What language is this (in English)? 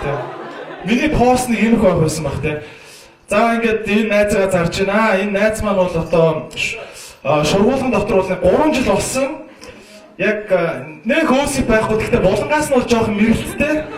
Mongolian